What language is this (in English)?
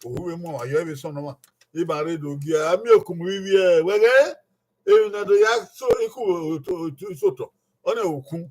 Bini